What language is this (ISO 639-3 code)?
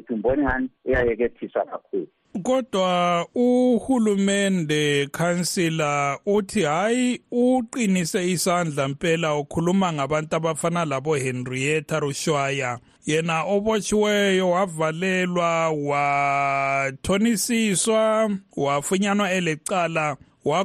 nde